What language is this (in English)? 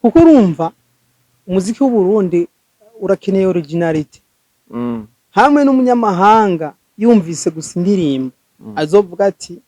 Rundi